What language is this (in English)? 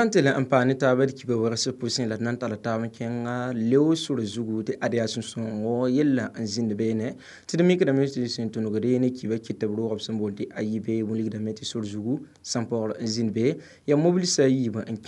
Mossi